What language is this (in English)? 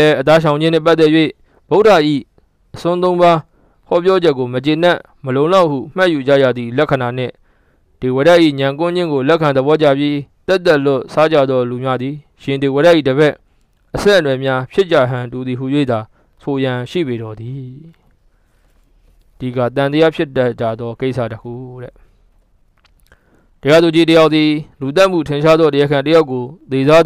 Burmese